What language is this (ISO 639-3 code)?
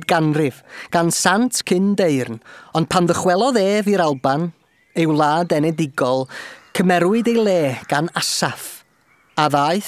cym